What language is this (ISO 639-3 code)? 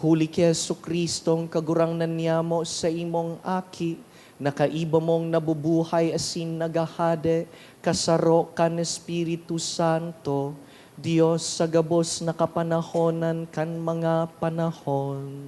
bik